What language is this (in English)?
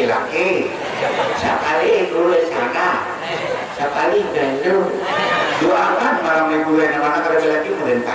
Banjar